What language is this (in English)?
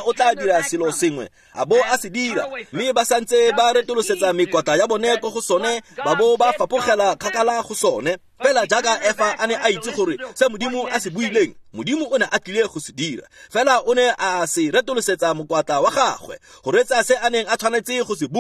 Tswana